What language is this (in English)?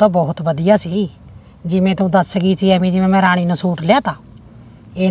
Punjabi